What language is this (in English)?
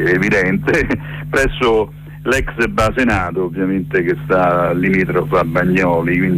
Italian